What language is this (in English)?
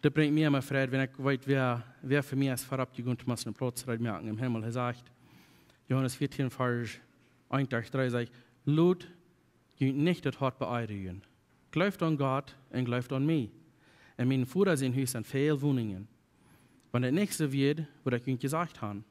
Plautdietsch